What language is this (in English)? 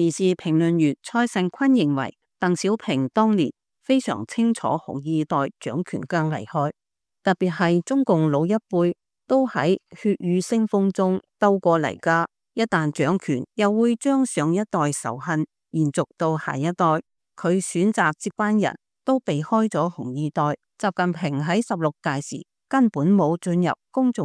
Cantonese